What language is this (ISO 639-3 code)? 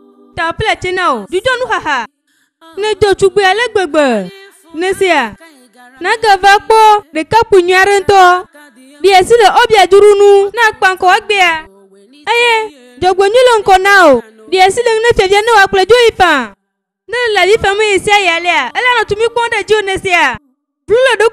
ewe